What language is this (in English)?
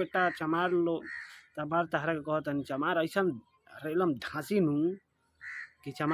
Bhojpuri